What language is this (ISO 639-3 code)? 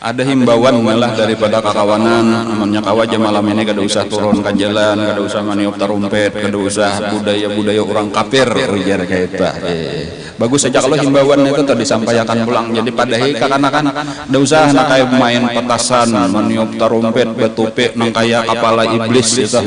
bjn